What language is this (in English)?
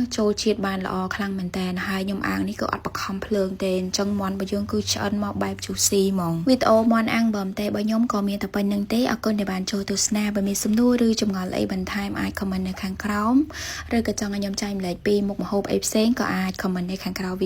Khmer